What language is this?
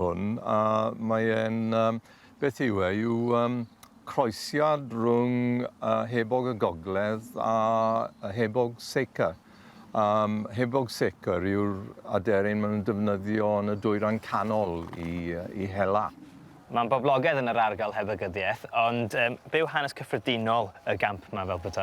Welsh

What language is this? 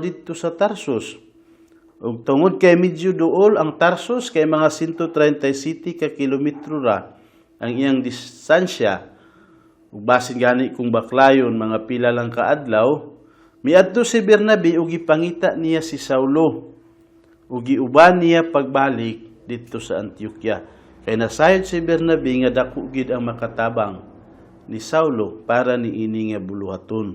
Cebuano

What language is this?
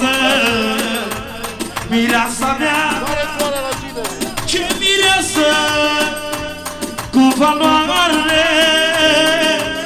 Romanian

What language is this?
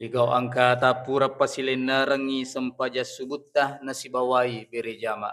Buginese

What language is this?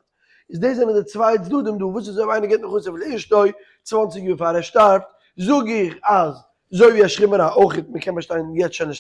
Yiddish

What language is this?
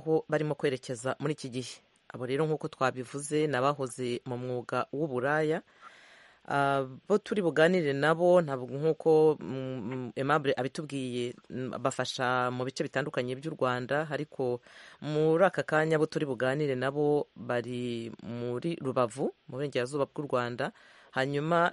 Kinyarwanda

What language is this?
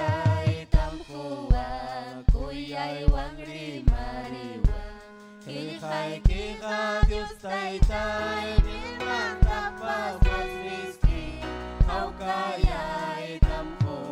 Ayacucho Quechua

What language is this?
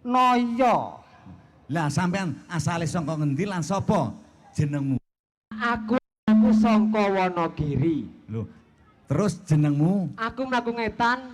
Javanese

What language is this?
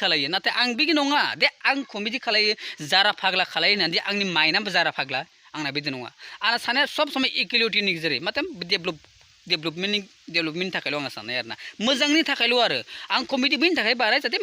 Bodo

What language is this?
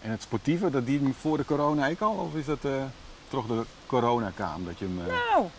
Western Frisian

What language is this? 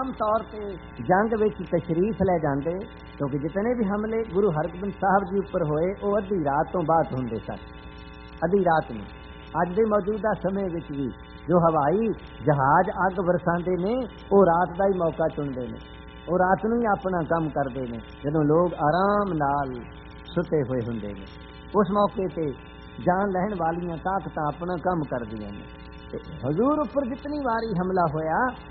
Punjabi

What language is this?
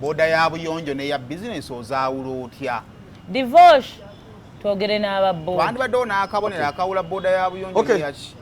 Ganda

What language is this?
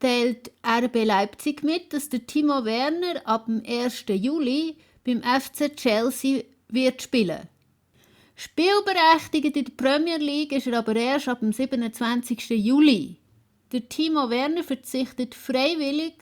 Swiss German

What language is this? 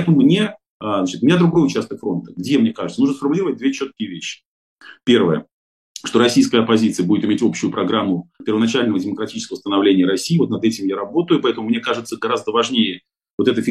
Russian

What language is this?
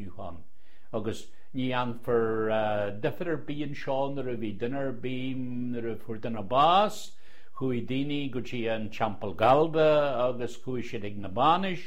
Irish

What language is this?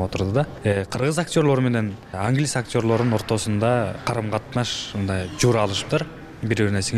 Kyrgyz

